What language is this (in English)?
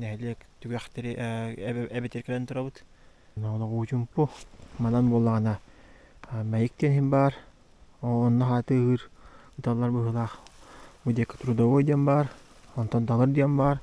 Yakut